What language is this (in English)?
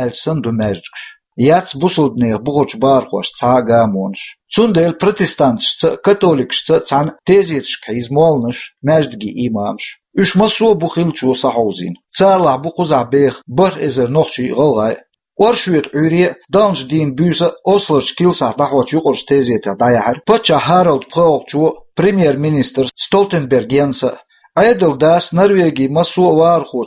Chechen